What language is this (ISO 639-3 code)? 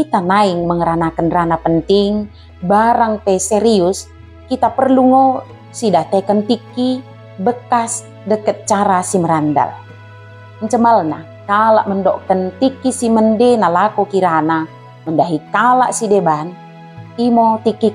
btd